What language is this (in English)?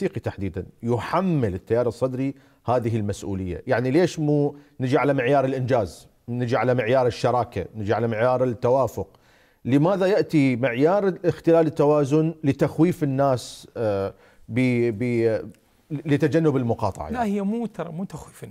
Mesopotamian Arabic